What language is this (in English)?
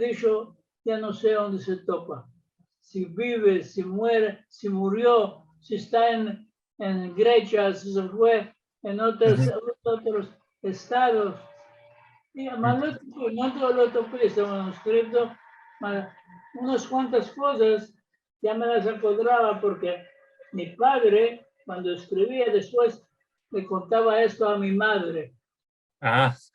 Ladino